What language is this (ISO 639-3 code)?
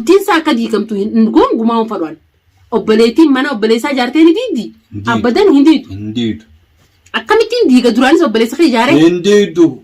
orm